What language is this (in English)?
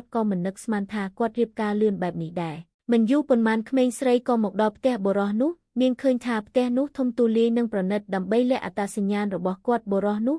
Khmer